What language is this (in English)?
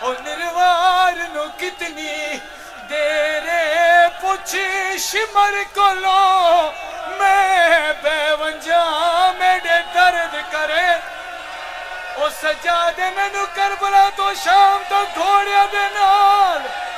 Pahari-Potwari